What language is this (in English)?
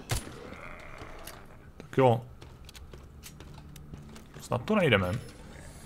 Czech